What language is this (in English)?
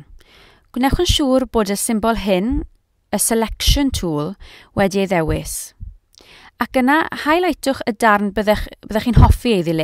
Welsh